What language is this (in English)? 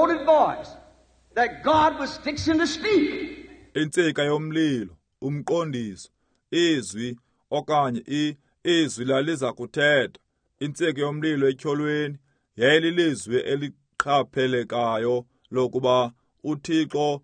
Xhosa